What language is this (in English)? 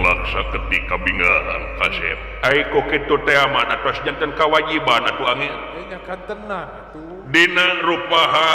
Sundanese